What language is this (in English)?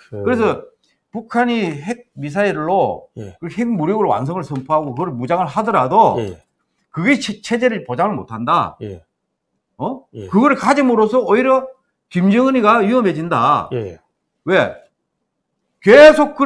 Korean